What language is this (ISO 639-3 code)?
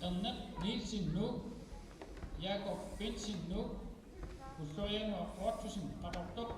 kal